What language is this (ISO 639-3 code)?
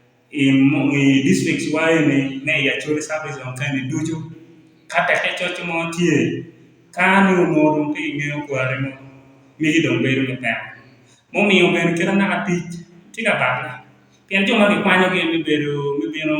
ach